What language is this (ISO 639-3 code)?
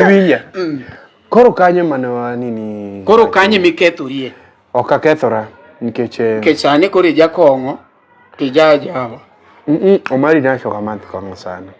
luo